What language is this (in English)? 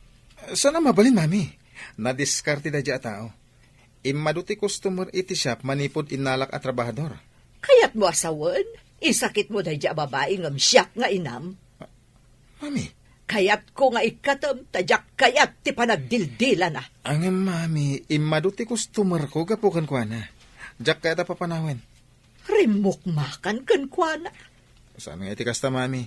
Iloko